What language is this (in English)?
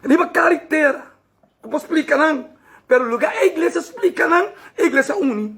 Papiamento